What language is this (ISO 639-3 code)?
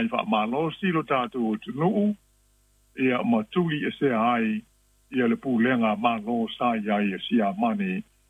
smo